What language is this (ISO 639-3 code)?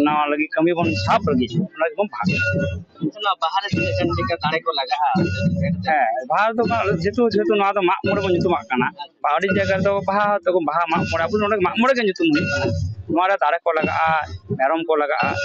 sat